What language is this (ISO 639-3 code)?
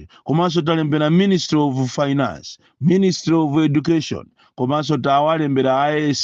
nya